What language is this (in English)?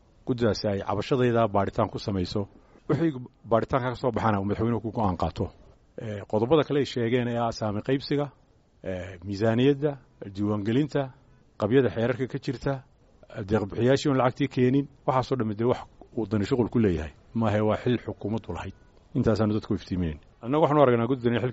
Somali